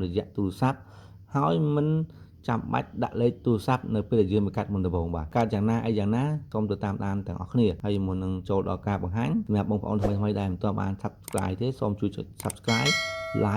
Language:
Khmer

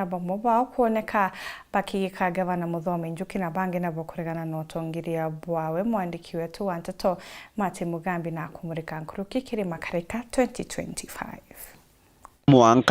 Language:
Meru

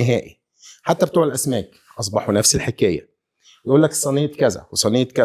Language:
Egyptian Arabic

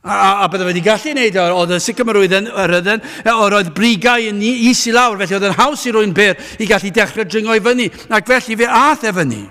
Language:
Welsh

